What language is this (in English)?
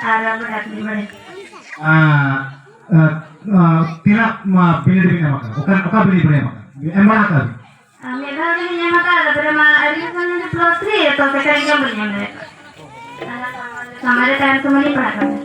Santali